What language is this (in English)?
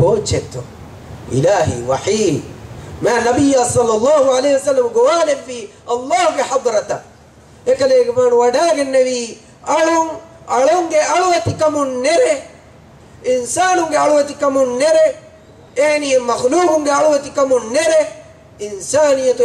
Divehi